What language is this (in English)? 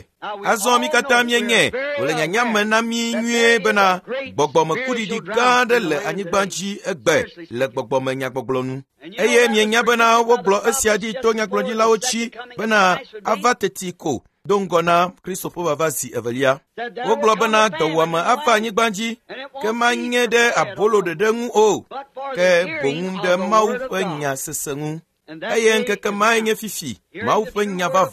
Ewe